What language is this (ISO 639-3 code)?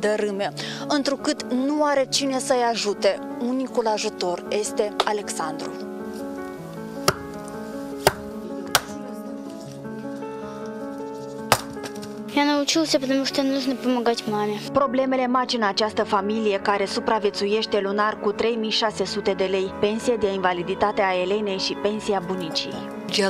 ron